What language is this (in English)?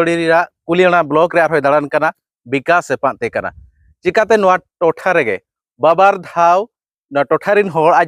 Santali